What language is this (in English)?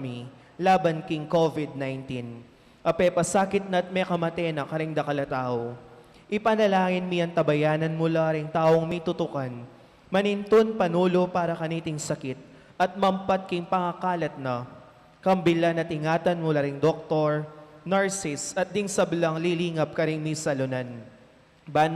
Pampanga